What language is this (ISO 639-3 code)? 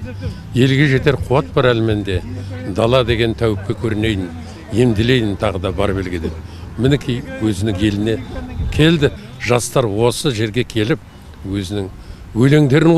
kaz